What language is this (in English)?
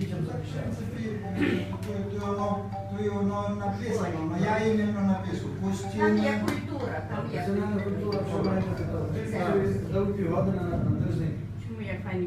Rusyn